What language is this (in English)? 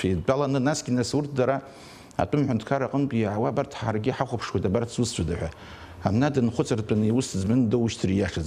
Abkhazian